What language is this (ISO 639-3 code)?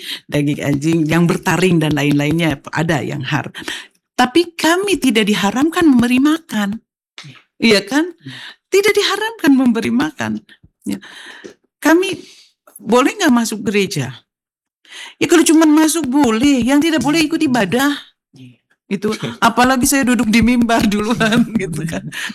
ind